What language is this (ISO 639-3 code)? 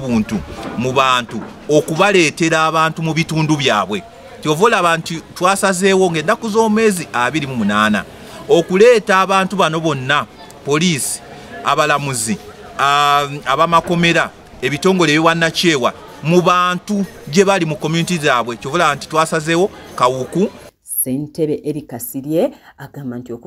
lug